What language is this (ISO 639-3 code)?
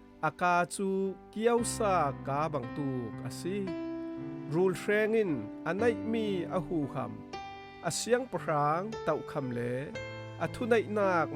cfm